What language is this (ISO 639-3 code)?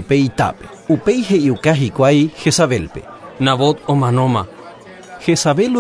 grn